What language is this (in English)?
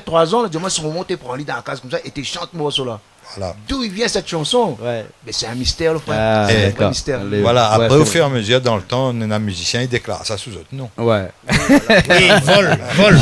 Réunion Creole French